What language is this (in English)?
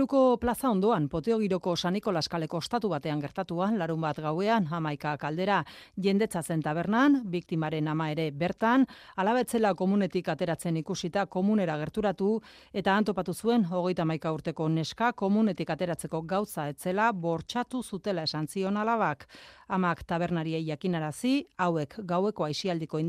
Basque